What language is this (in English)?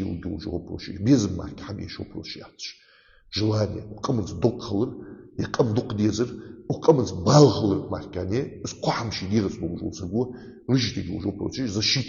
Ingush